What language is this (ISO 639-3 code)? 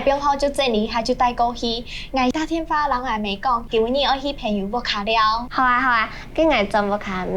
hak